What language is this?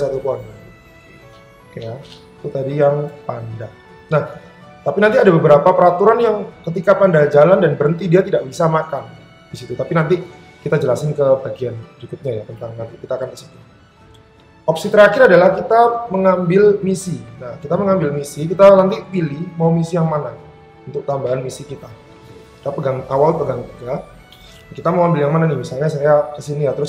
Indonesian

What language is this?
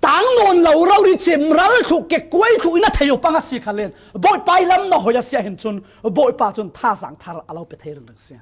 Falam Chin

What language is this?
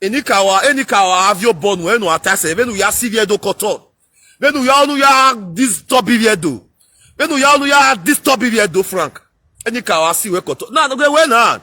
Nigerian Pidgin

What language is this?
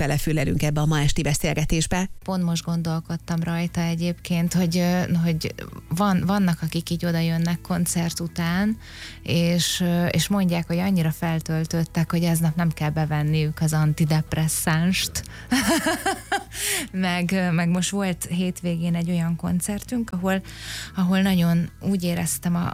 Hungarian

